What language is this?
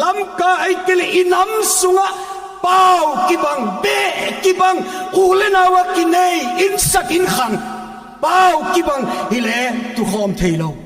Paite Chin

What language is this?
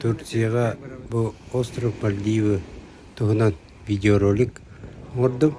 Yakut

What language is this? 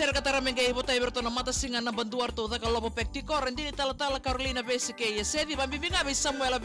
Fijian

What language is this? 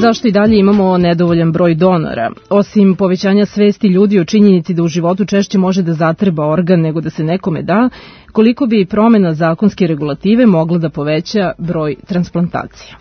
Serbian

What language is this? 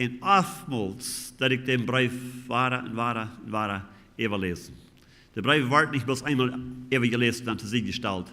Plautdietsch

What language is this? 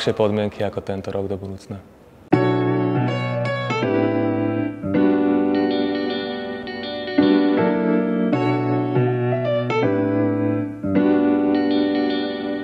Slovak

